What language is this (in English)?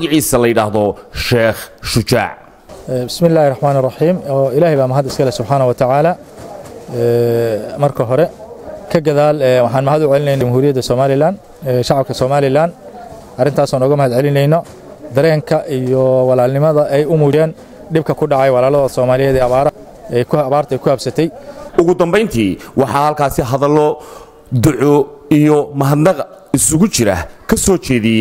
Somali